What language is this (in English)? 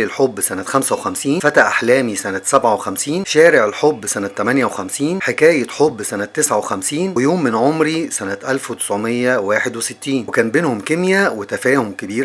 Egyptian Arabic